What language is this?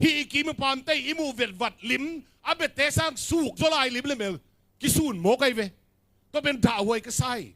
Tedim Chin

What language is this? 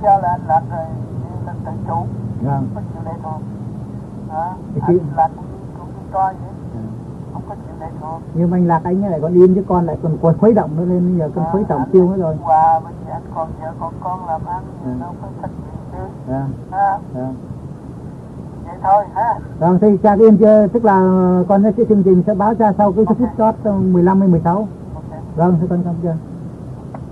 Vietnamese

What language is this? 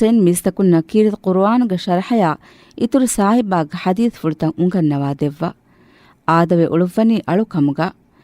Divehi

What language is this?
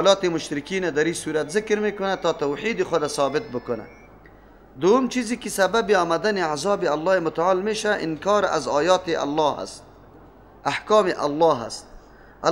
Persian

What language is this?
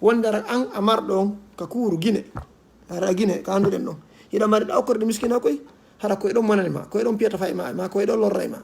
Fula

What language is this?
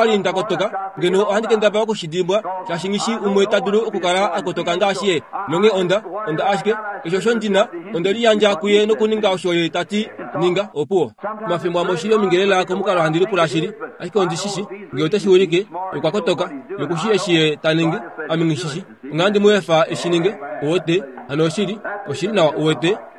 Kuanyama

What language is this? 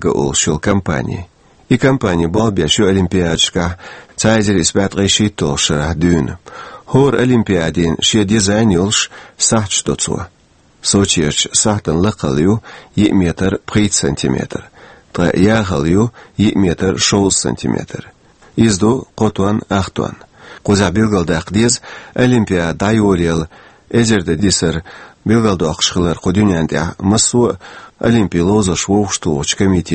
Chechen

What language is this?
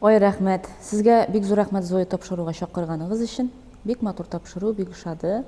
Tatar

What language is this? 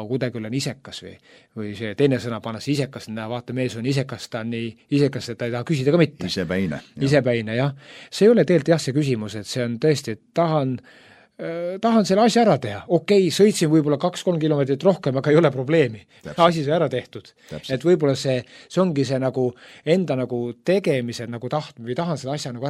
Estonian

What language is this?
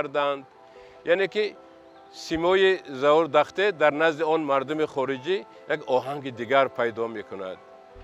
Tajik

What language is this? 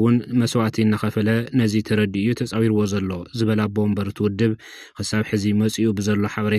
Tigrinya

